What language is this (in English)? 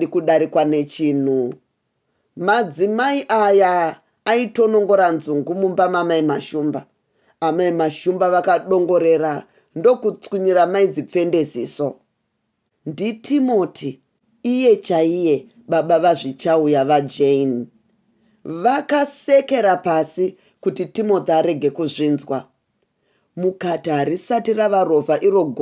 Shona